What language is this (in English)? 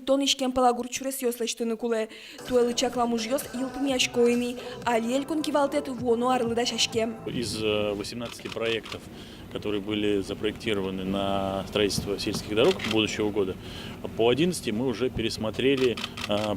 Udmurt